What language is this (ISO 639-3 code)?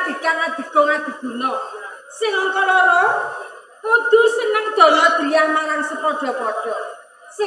jav